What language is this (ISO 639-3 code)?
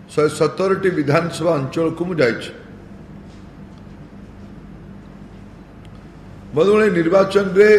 ori